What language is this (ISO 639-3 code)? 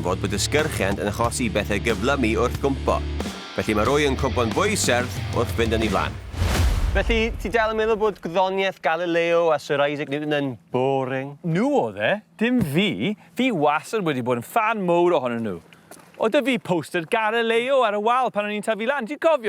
cym